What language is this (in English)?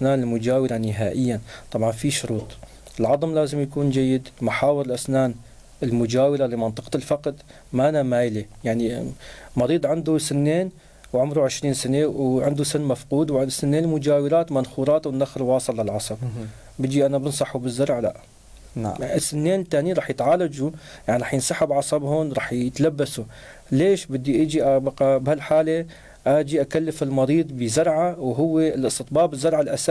North Levantine Arabic